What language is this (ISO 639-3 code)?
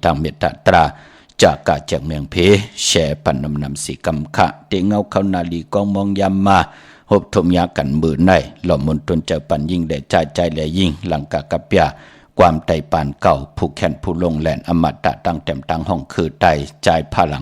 shn